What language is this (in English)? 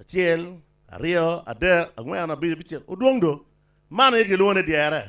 Acoli